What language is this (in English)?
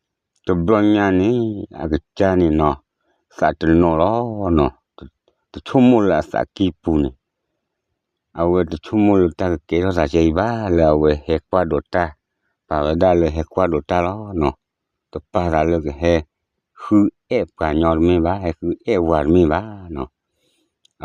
S'gaw Karen